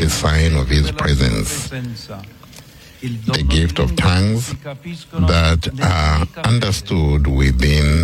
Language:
English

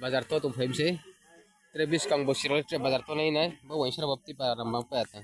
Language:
Riang (India)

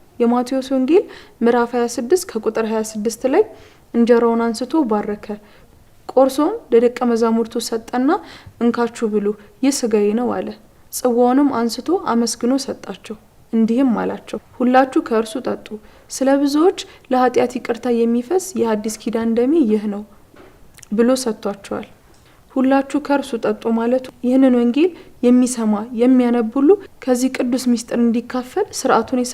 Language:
Amharic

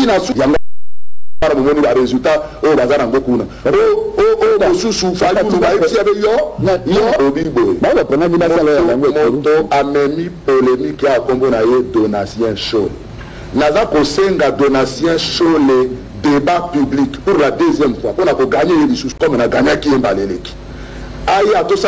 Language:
Lingala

